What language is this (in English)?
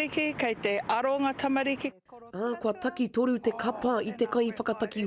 Māori